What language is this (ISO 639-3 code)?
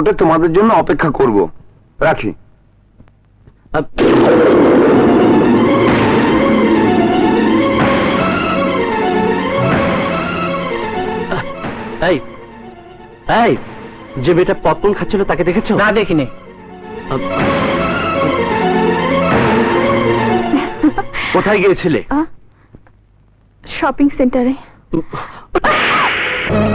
ben